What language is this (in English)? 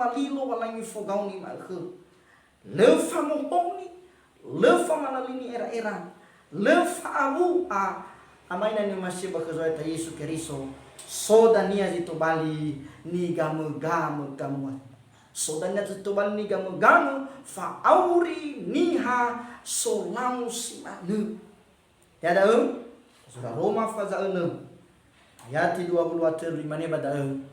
Nias